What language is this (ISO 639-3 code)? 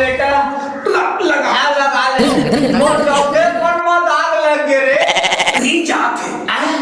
hne